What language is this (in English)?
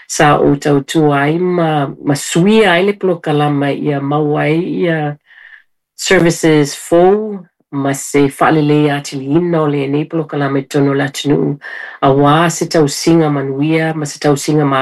Samoan